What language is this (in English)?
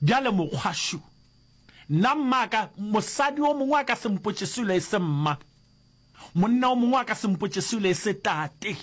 Northern Sotho